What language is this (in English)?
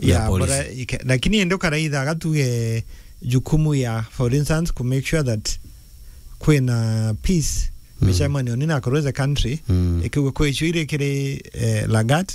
Meru